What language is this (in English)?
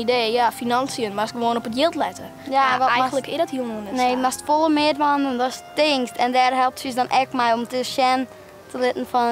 Western Frisian